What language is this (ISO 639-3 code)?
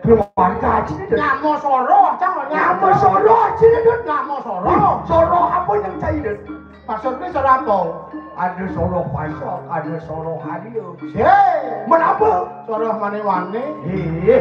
ban